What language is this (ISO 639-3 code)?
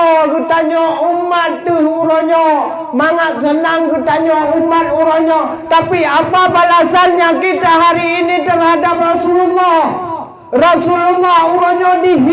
ace